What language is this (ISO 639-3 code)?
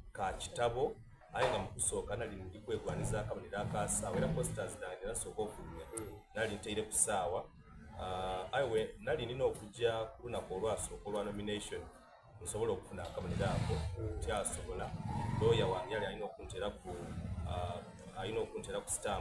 xog